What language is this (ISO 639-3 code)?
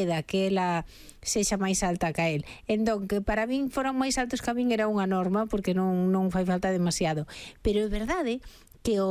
glg